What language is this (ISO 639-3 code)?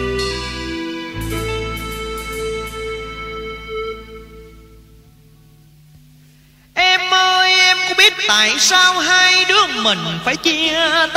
vie